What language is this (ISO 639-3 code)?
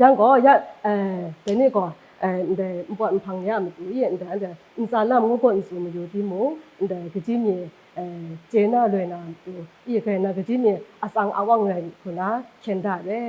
kac